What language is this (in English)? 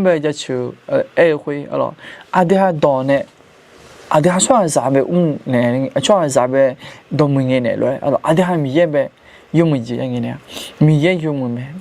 Akha